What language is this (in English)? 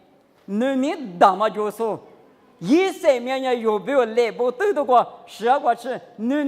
Lisu